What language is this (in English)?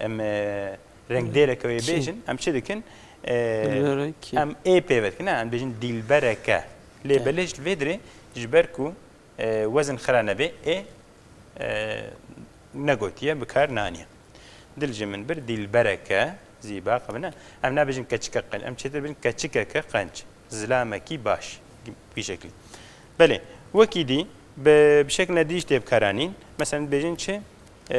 Kurdish